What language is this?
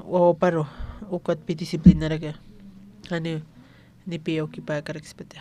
Aymara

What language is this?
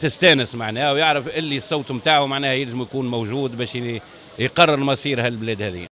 Tunisian Arabic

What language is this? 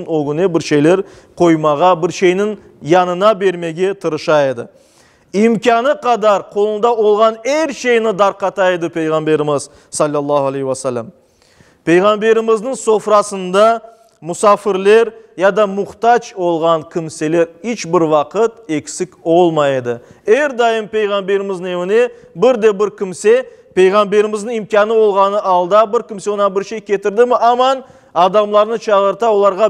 Crimean Tatar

